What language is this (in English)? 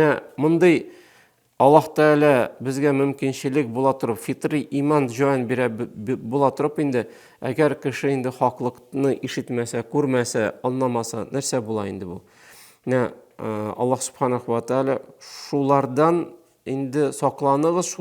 Tatar